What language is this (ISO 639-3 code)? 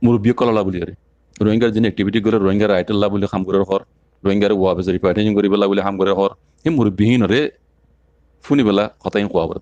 rhg